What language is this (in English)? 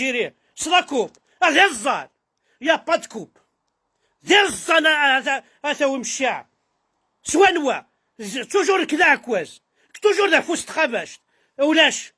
Kabyle